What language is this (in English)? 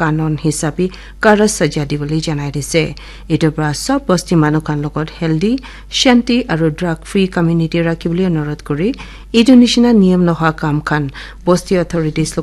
Naga Pidgin